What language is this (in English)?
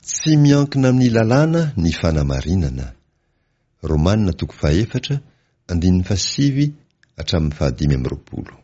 Malagasy